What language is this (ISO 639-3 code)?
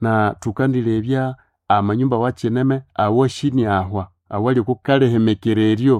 nnb